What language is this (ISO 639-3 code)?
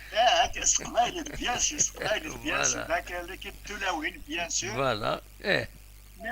kab